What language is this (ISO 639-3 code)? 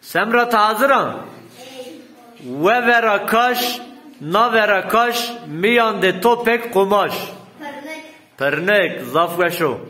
zza